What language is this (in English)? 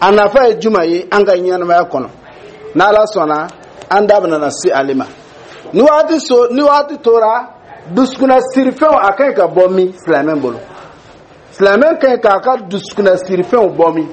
Dyula